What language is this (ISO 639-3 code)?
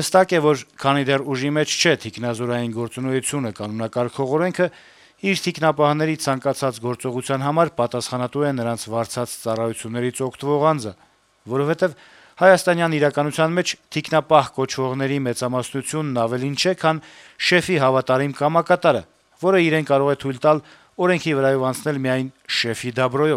hye